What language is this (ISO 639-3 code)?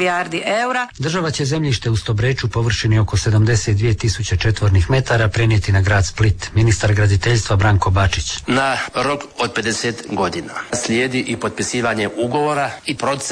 hrv